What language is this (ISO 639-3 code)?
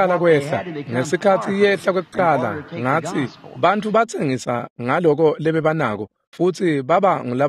ssw